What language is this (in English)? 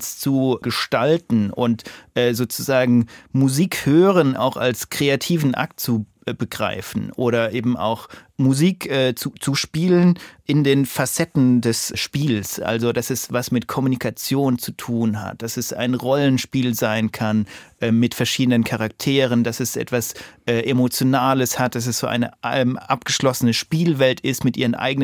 German